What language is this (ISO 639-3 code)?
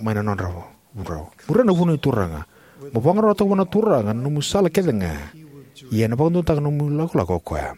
fij